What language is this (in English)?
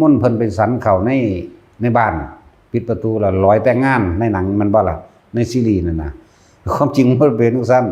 Lao